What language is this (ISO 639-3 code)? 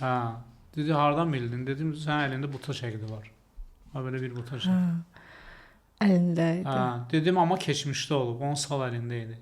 aze